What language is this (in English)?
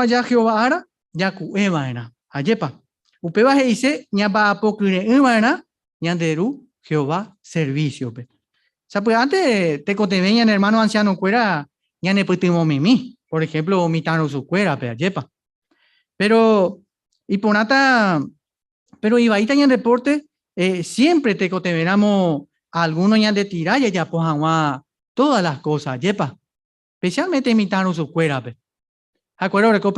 Guarani